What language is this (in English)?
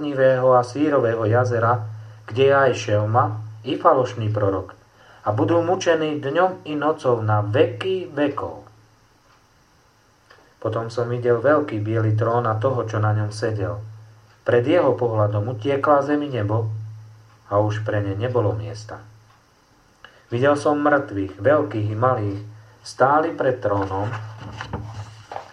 Slovak